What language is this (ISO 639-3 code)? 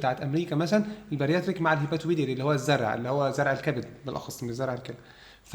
arz